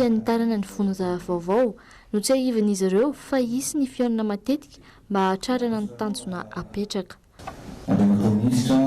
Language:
Malagasy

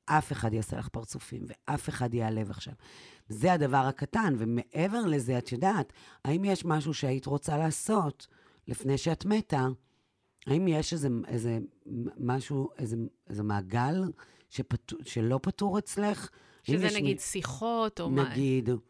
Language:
Hebrew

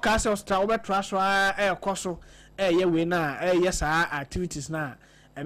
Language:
Akan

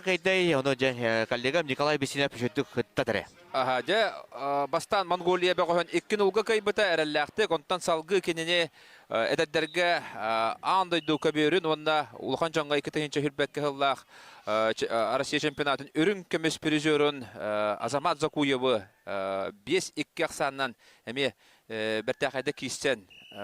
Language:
Yakut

